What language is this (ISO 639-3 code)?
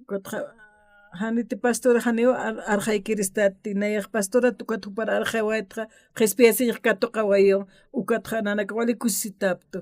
aym